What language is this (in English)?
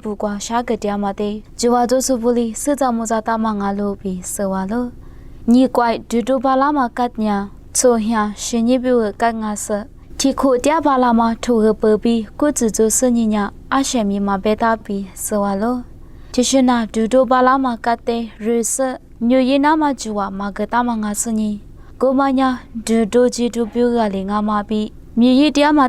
Lisu